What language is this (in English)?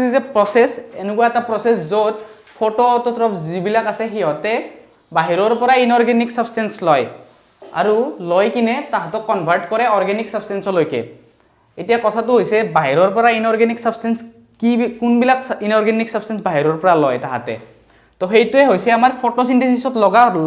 Assamese